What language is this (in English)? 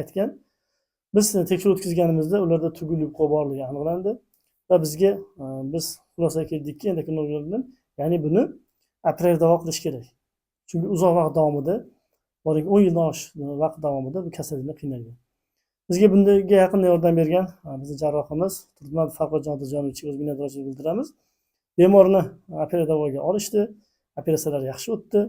Uzbek